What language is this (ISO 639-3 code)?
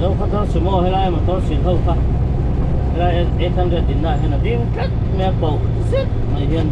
lus